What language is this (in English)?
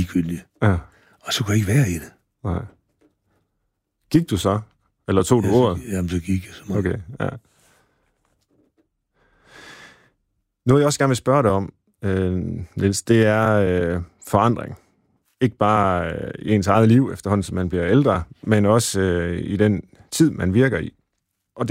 Danish